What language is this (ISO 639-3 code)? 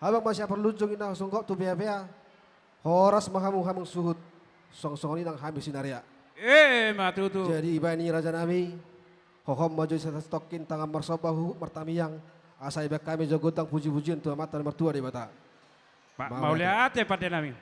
bbc